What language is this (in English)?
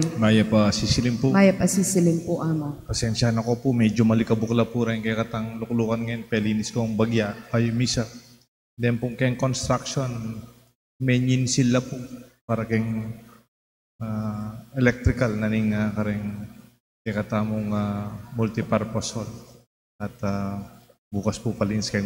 Pampanga